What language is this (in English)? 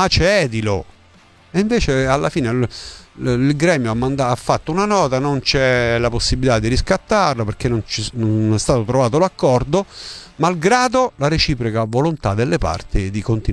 Italian